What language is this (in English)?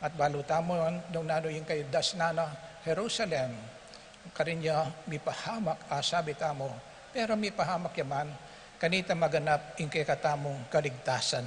Pampanga